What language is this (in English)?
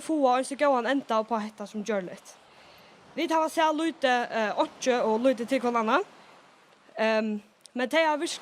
Faroese